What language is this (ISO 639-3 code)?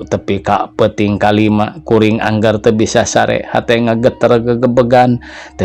sun